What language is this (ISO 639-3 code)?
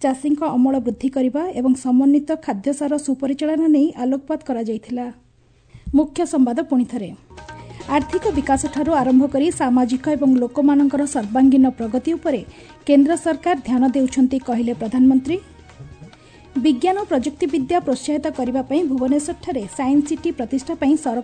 ori